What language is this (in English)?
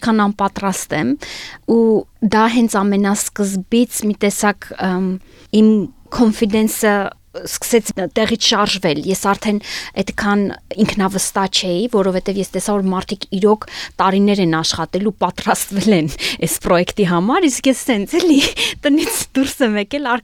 Armenian